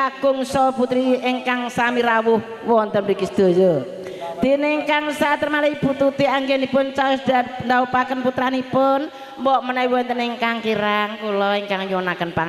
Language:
Javanese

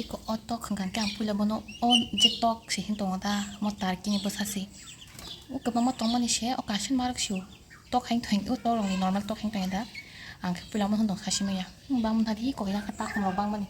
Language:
Kok Borok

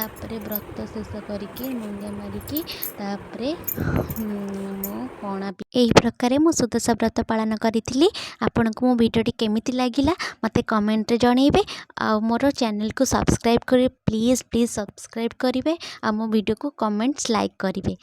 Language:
Odia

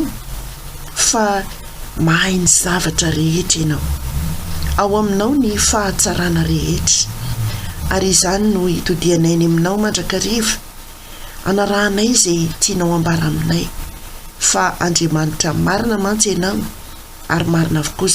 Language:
Malagasy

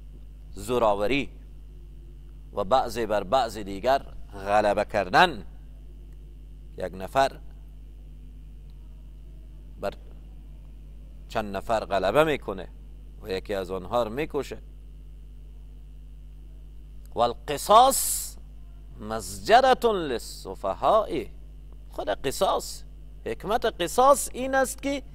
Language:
Persian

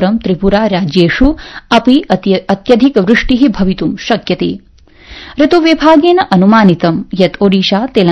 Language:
Sanskrit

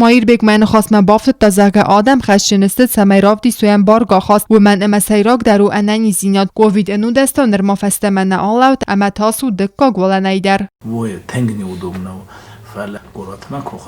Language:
Ossetic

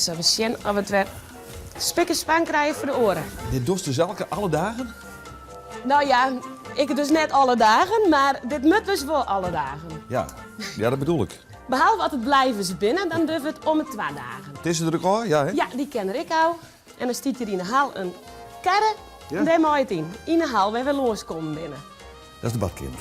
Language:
Western Frisian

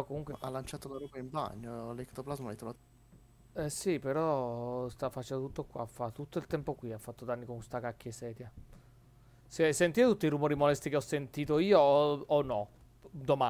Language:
Italian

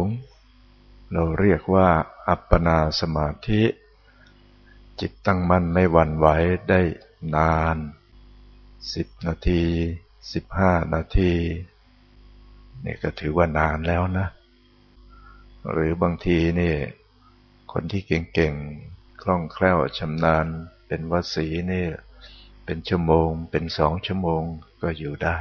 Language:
Thai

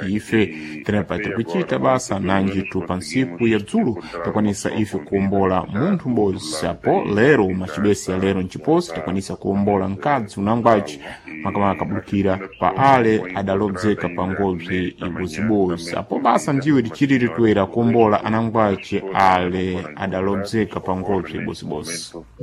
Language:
Sena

